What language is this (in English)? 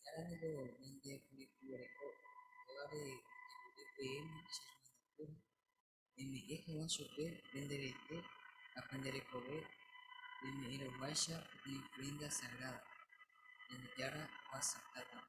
Guarani